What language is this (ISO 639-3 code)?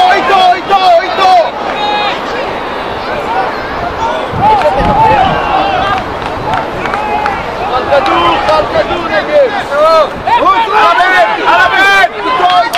heb